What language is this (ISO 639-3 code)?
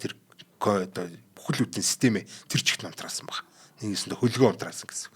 mon